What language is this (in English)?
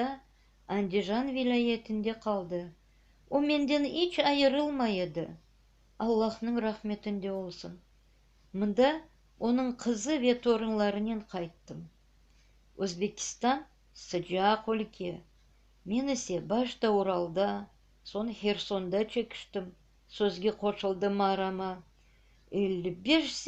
Crimean Tatar